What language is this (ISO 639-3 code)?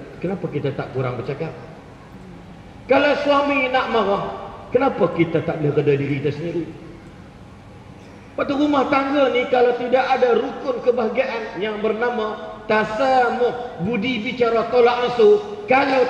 msa